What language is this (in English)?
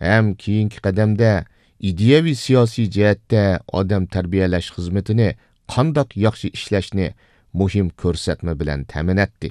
Uyghur